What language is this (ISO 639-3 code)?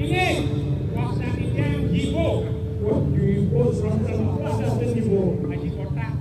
ban